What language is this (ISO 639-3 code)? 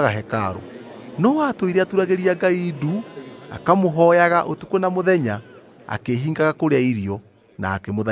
kik